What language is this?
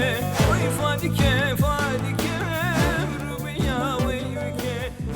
Zaza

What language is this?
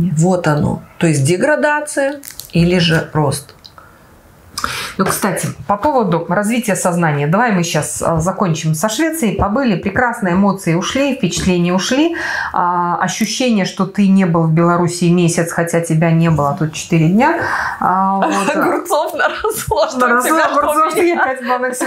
Russian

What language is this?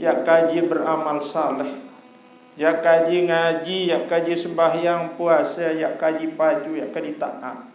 Sasak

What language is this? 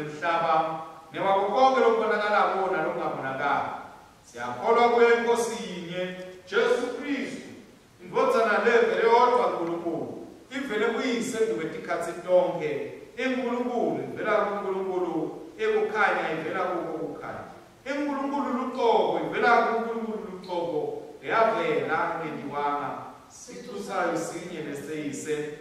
Swati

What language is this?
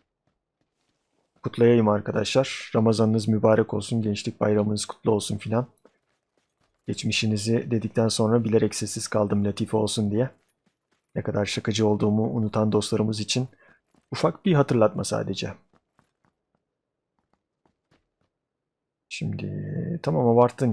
Turkish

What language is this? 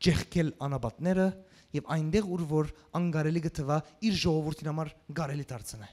Western Armenian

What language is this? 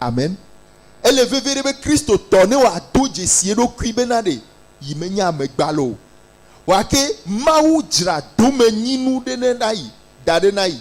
Ewe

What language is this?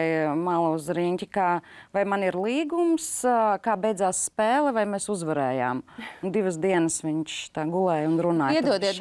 Latvian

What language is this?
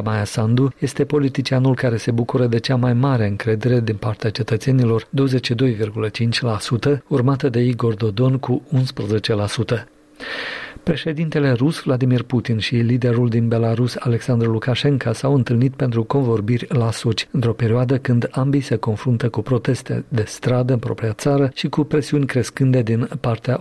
Romanian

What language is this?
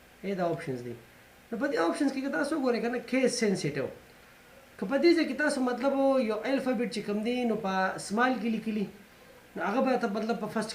Pashto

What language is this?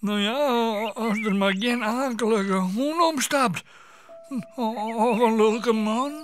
Western Frisian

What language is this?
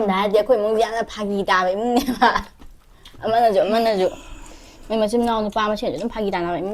Manipuri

